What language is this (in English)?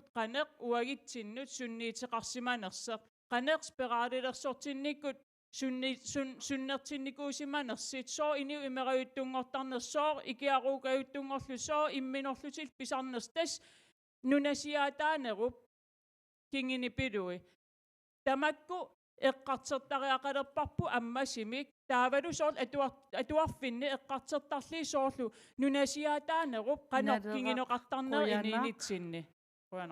Kalaallisut